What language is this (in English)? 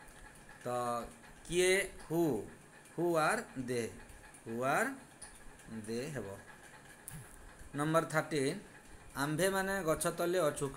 Odia